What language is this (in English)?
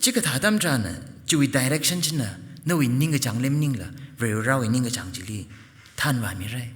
Tangkhul Naga (India)